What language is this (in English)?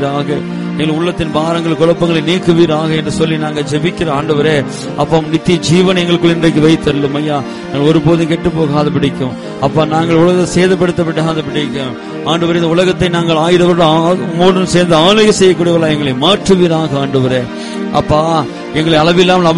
Tamil